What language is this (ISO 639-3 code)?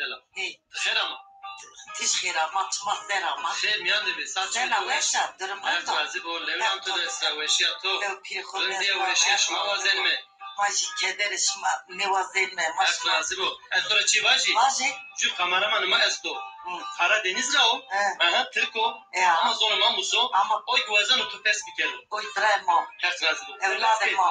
zza